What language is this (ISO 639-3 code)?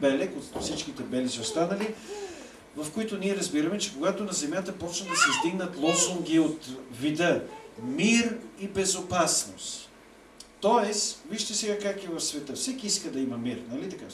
bul